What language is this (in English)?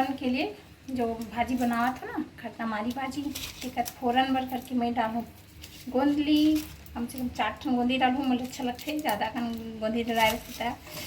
Chhattisgarhi